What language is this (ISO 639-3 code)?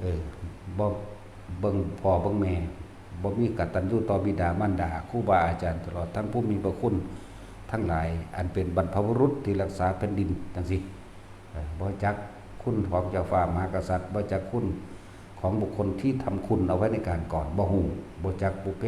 tts